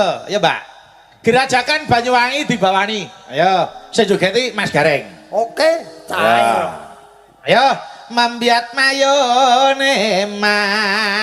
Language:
Javanese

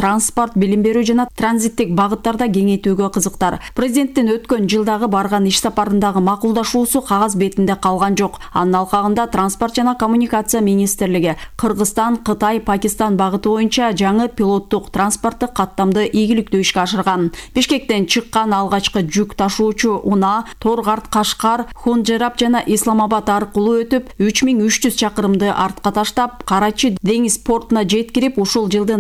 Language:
Kyrgyz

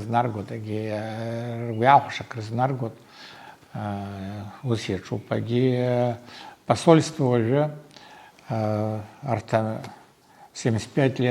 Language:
Abkhazian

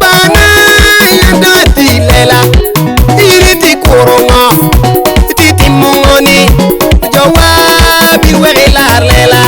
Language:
Lango (Uganda)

